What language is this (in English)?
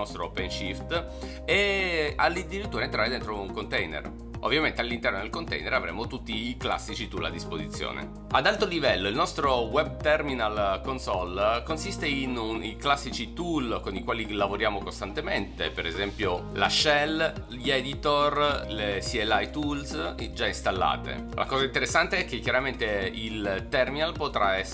Italian